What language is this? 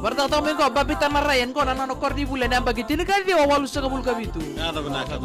Fijian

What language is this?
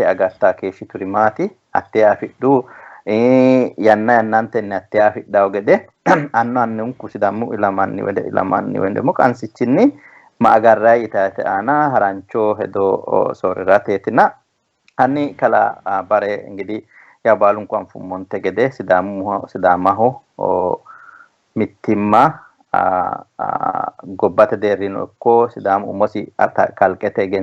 Sidamo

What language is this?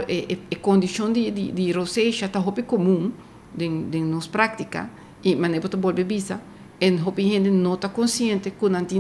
Papiamento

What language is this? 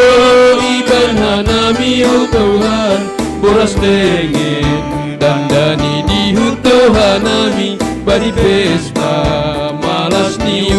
Batak Simalungun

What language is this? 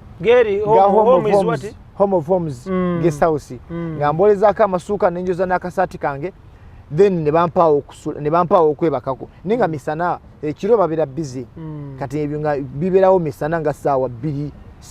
Ganda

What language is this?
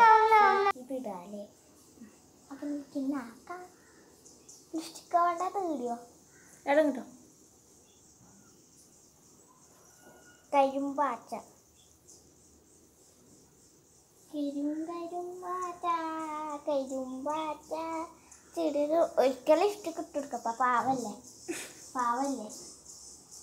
Malayalam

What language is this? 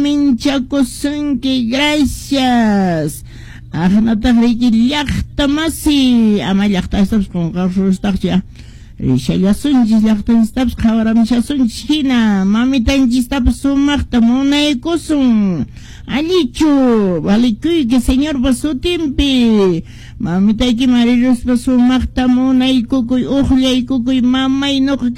Quechua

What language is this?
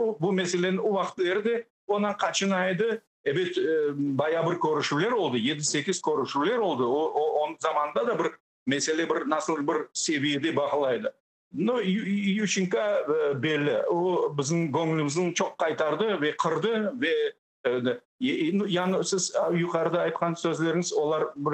Crimean Tatar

